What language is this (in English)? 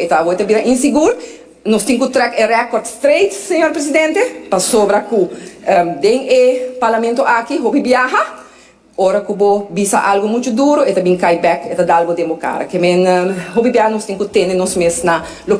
Papiamento